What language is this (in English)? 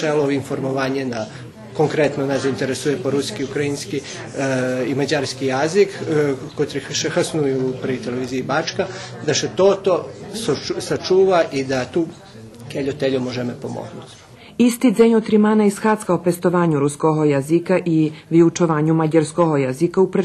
Rusyn